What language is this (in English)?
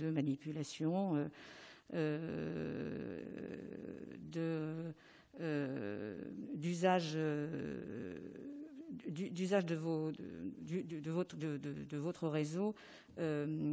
French